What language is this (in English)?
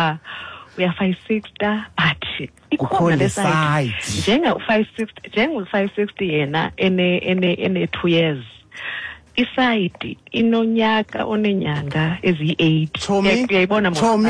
Xhosa